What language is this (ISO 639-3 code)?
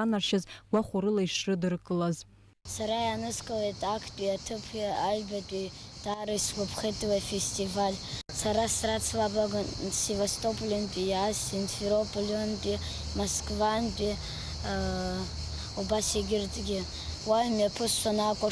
abk